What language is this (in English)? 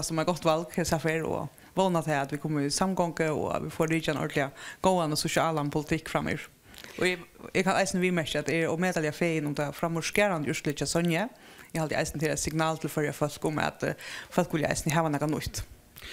Faroese